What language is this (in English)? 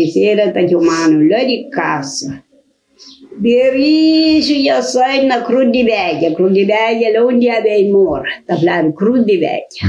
Kabuverdianu